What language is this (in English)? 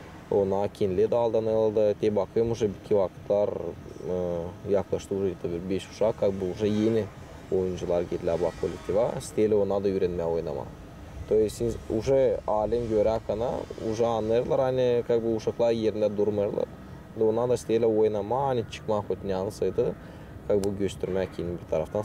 Gagauz